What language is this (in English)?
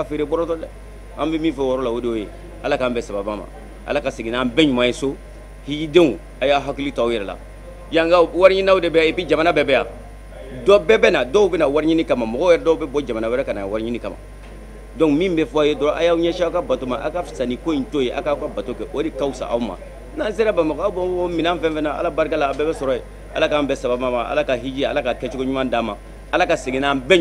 Bambara